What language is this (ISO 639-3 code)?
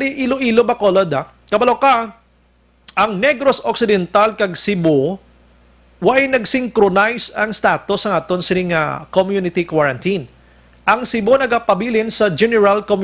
hil